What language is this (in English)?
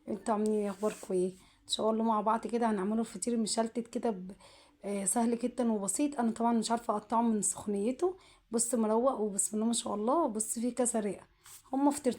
Egyptian Arabic